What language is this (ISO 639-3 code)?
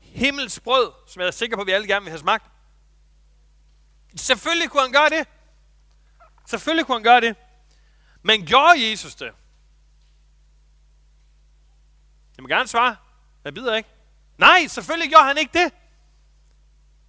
dan